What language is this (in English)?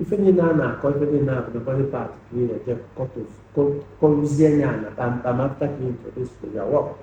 Igbo